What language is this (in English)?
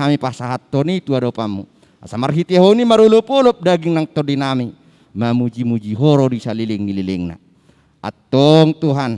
Batak Toba